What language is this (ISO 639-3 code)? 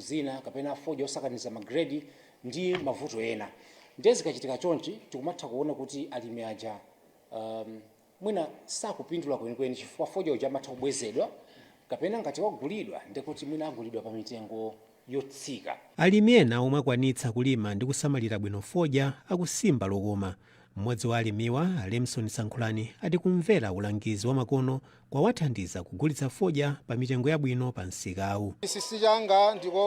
nya